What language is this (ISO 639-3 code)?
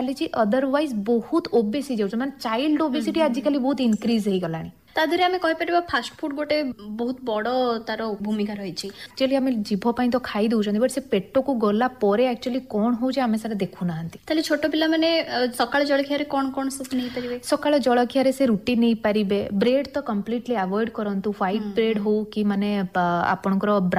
ori